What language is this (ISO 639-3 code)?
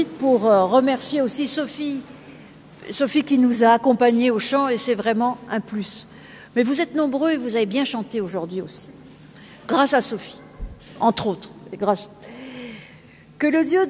fra